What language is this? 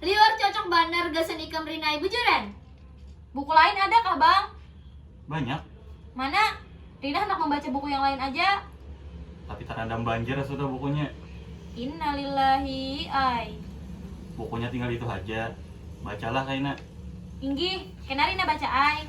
Banjar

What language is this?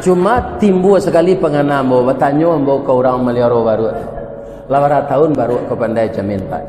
Minangkabau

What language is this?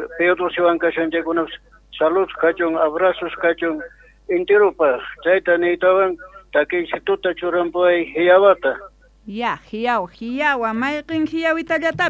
Quechua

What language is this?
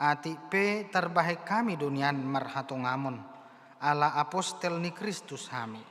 Batak Toba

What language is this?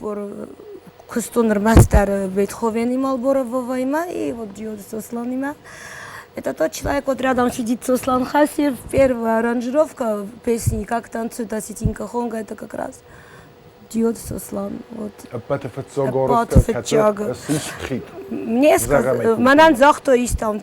Ossetic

